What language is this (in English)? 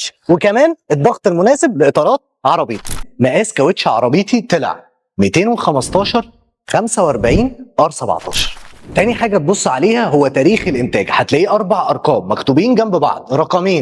Egyptian Arabic